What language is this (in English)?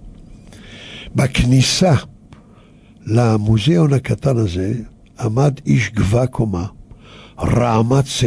Hebrew